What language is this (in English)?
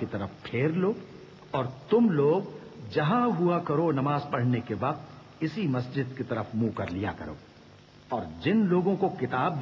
Urdu